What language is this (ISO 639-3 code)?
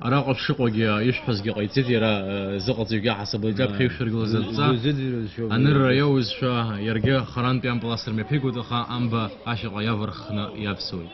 abk